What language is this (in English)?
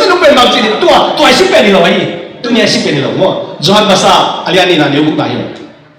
Tedim Chin